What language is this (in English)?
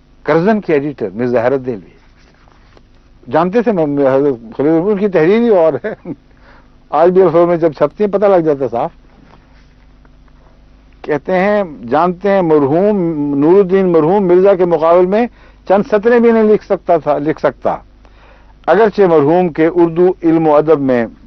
Urdu